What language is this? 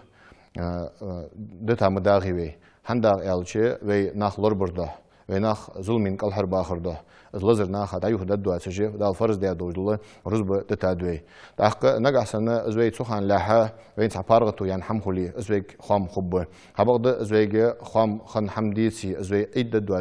Ingush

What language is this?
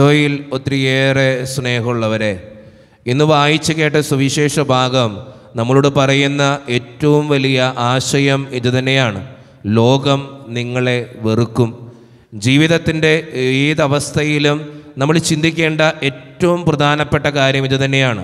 Malayalam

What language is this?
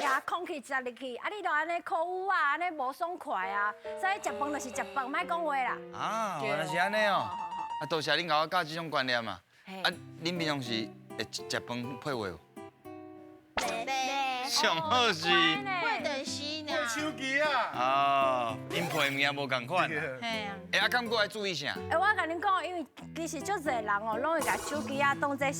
Min Nan Chinese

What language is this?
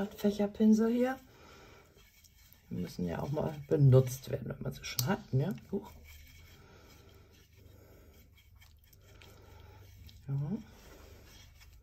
German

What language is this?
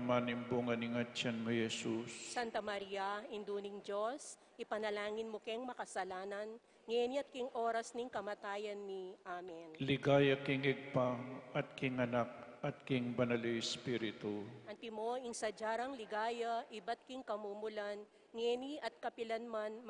Pampanga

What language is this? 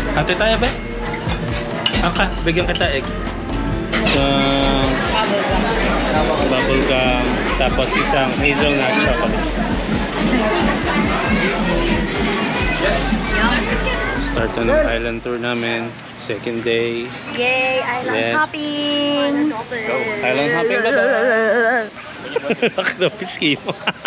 Filipino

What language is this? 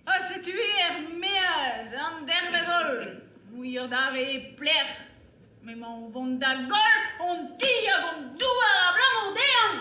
Breton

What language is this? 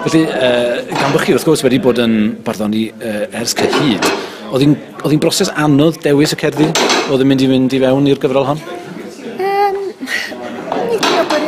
Welsh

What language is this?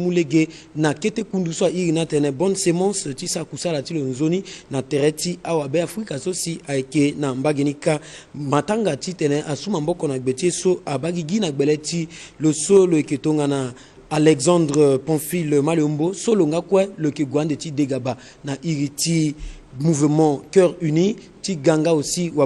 Sango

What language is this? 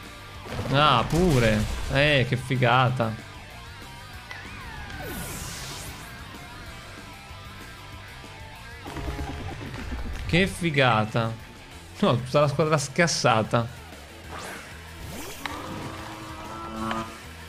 Italian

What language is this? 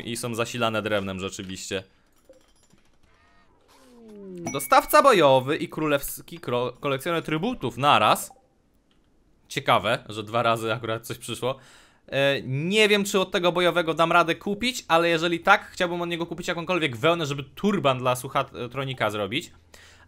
Polish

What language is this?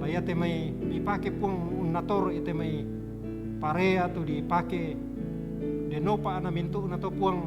Toraja-Sa'dan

